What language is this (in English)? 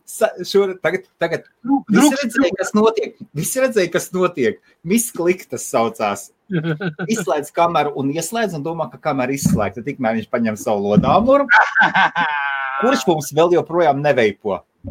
Latvian